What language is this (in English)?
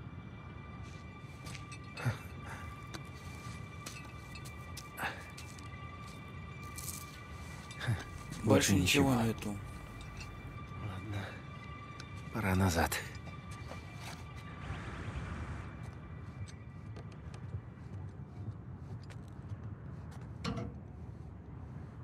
Russian